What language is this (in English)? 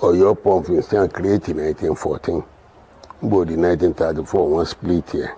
Yoruba